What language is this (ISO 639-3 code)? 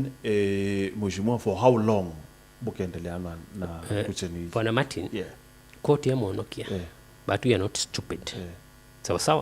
mer